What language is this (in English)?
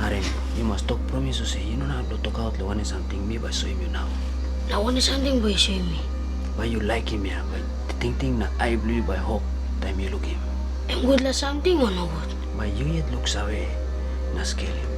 Tok Pisin